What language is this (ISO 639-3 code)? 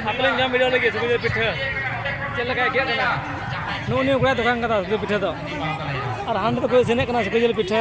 sat